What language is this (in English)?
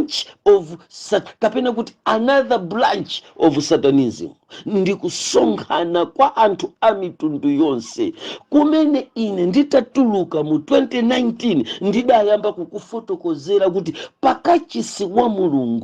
Nyanja